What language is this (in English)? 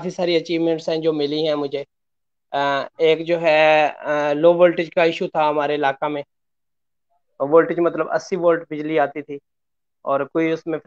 Hindi